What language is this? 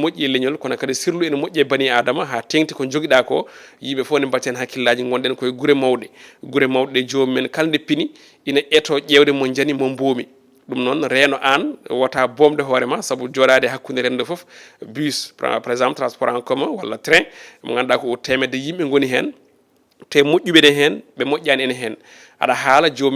Fula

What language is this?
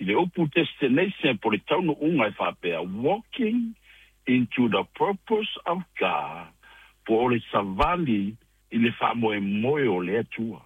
Samoan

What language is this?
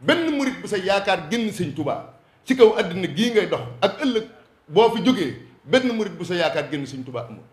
Wolof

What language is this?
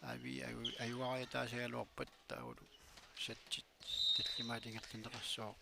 Kalaallisut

